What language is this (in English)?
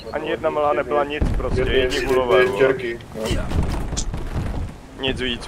Czech